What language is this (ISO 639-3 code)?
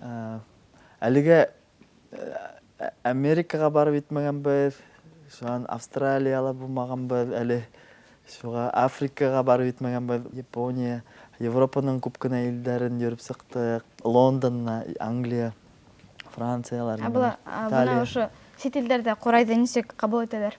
bak